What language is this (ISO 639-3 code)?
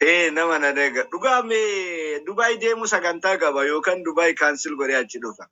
orm